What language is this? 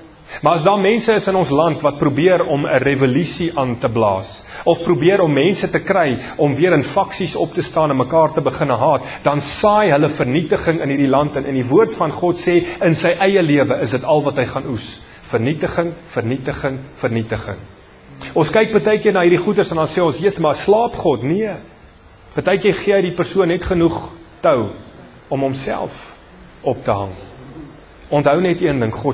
Afrikaans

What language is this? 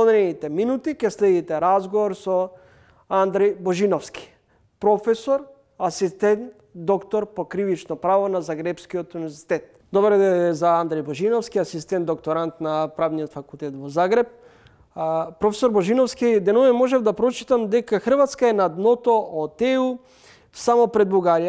Macedonian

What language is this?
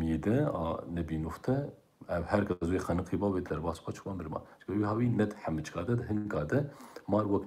Kurdish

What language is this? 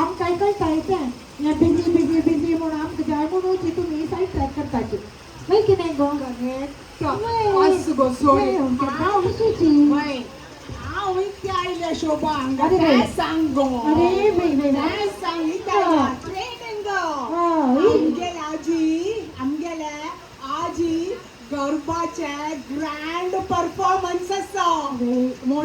Konkani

